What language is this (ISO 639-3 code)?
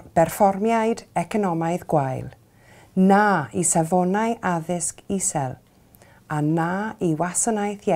cym